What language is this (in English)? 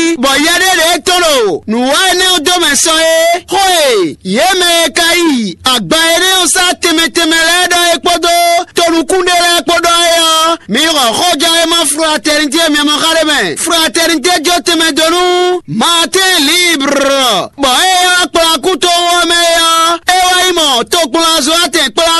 Fon